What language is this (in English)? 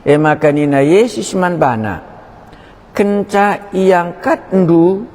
Batak Karo